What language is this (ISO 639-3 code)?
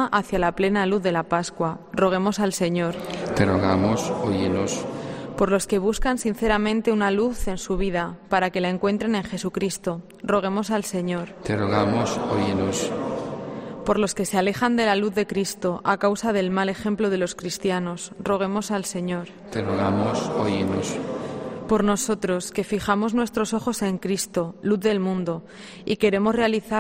spa